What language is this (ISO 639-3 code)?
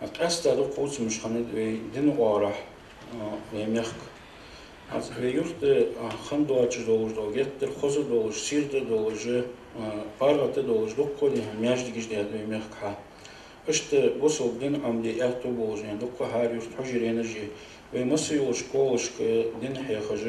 inh